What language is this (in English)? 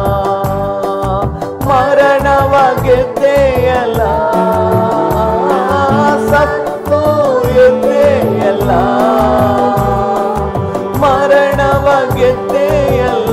Kannada